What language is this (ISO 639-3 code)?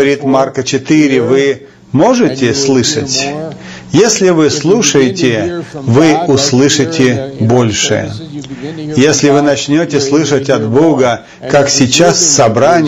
rus